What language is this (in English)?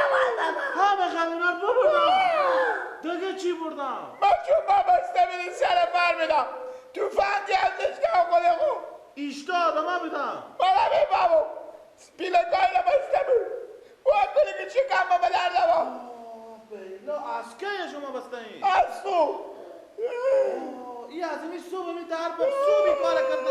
Persian